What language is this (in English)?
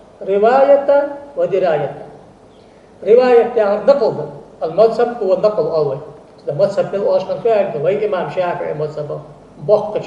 Ingush